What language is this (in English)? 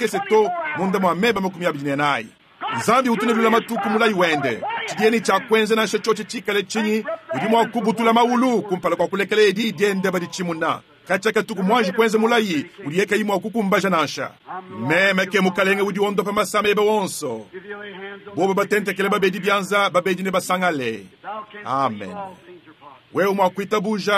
Luba-Lulua